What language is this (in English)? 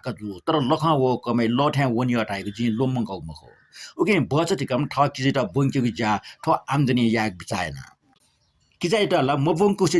Newari